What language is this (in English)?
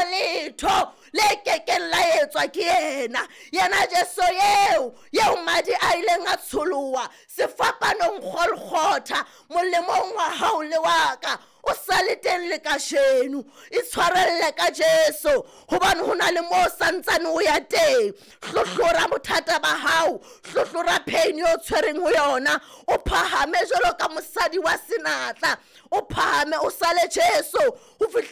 Southern Sotho